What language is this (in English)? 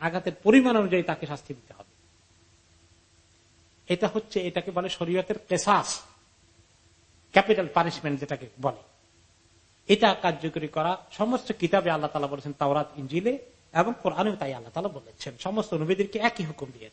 Bangla